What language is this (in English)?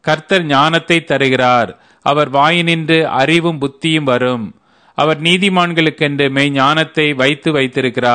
Tamil